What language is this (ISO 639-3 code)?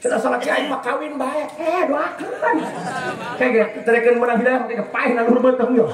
sun